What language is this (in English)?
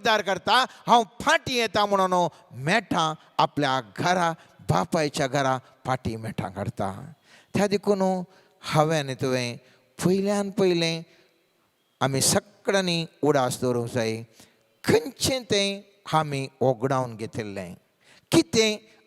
Konkani